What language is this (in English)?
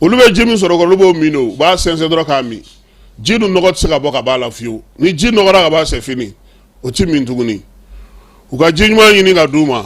Bambara